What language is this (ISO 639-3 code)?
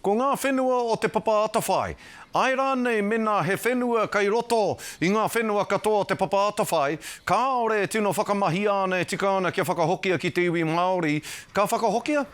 mri